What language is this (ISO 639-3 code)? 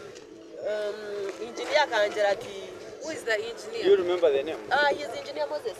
nyn